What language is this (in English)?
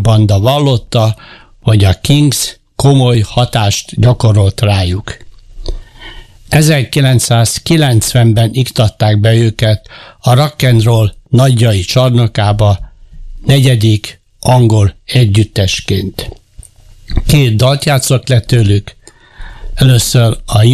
Hungarian